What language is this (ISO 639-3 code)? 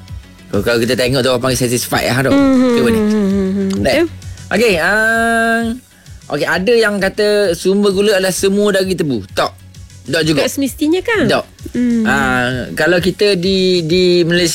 msa